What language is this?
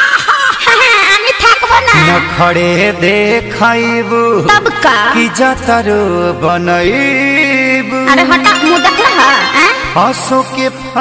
Bhojpuri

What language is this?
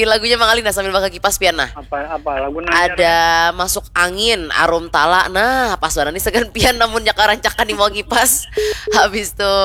Banjar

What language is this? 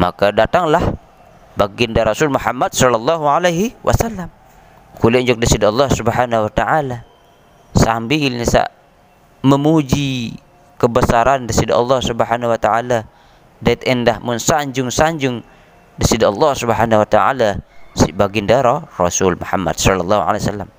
Sasak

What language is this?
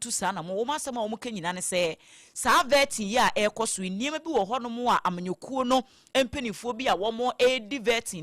Akan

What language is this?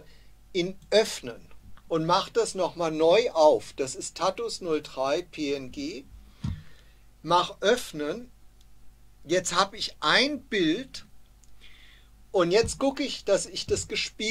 German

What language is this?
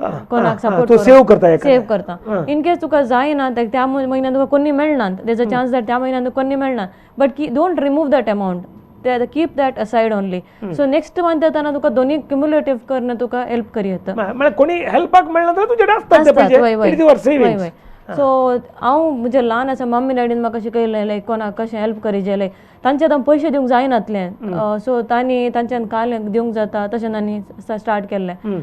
Konkani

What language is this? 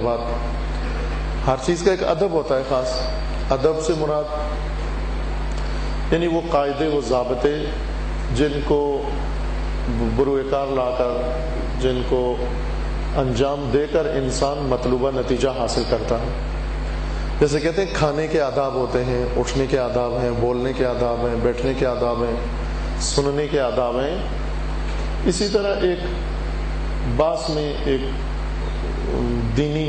Urdu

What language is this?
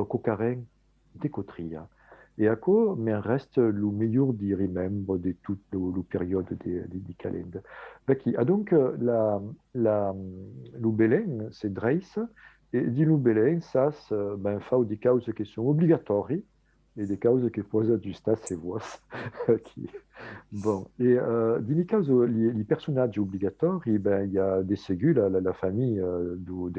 Occitan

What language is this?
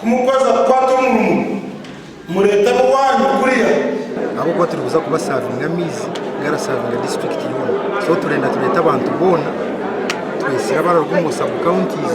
Nyankole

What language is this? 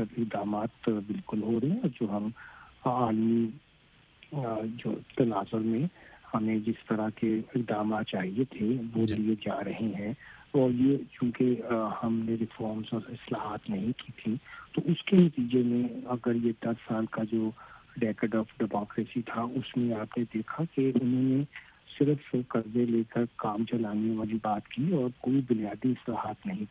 Urdu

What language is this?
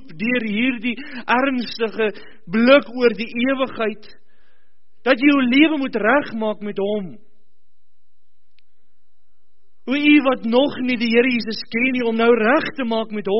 Afrikaans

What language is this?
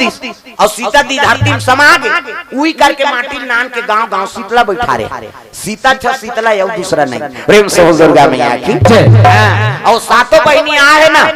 Chhattisgarhi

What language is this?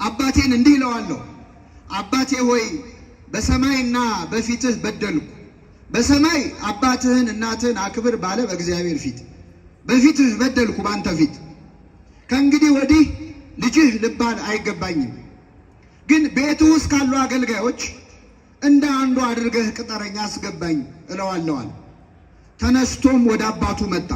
Amharic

